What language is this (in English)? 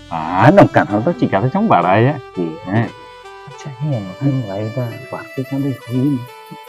Santali